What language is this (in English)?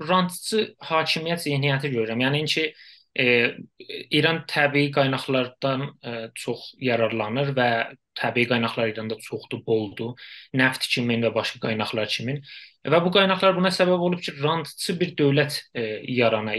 South Azerbaijani